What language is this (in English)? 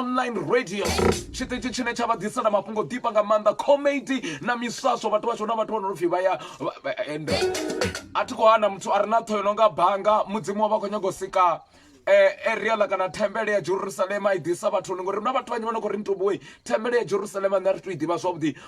Venda